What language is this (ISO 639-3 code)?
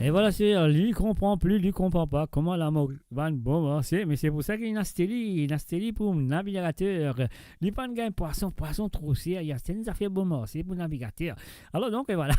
mfe